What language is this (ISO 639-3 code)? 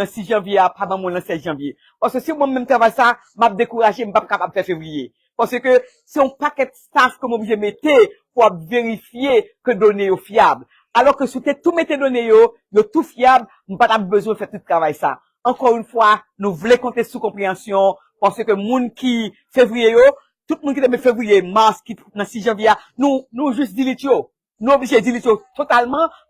hat